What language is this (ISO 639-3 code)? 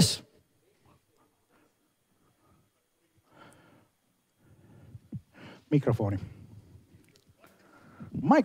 fin